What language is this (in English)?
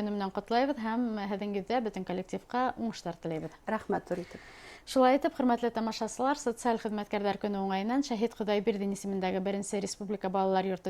Bashkir